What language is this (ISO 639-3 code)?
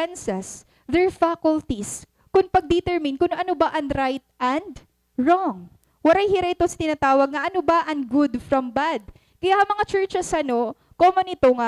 war